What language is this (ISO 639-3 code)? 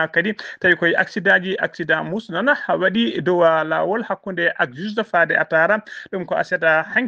ful